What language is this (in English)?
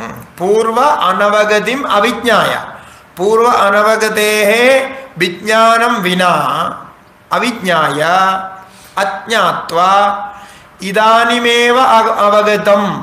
Sanskrit